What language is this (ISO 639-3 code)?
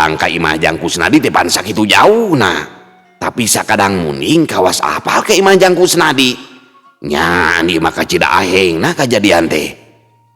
sun